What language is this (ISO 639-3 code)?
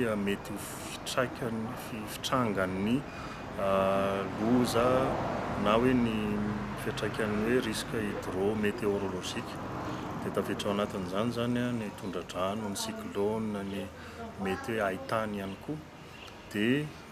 mlg